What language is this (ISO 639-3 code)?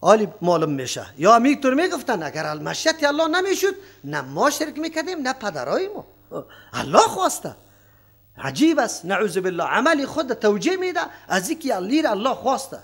fas